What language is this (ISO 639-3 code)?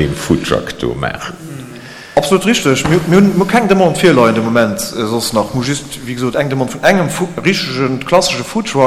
ltz